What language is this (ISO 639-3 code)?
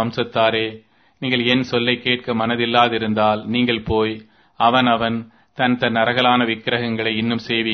tam